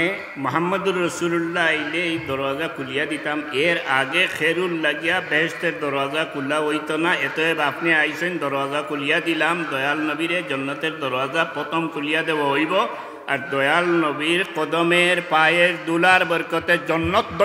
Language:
Sylheti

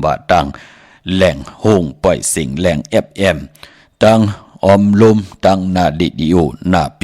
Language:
Shan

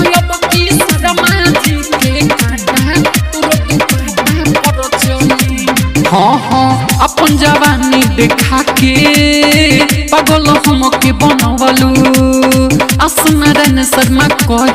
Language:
Bhojpuri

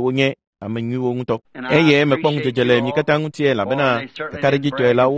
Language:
Ewe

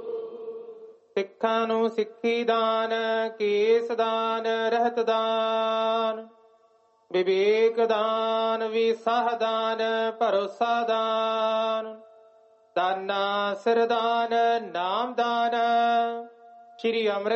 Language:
Punjabi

